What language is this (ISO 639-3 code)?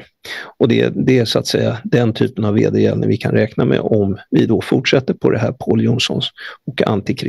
swe